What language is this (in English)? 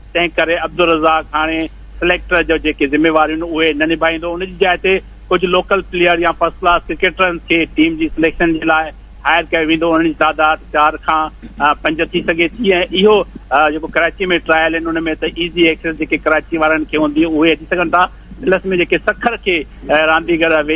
Sindhi